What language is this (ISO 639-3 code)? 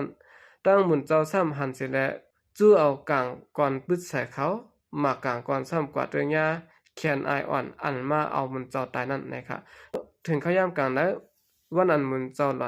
shn